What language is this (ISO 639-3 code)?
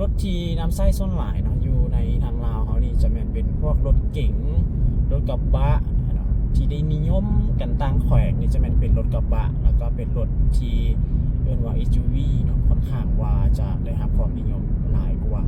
lao